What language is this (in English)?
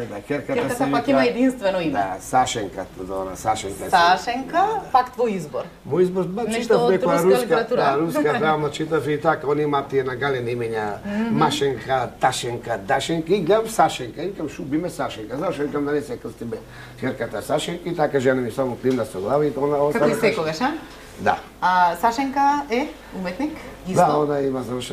Macedonian